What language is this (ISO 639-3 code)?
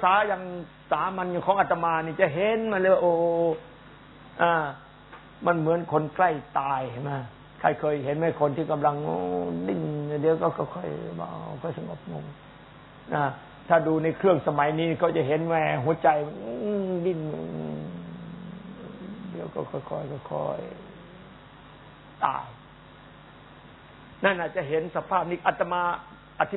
tha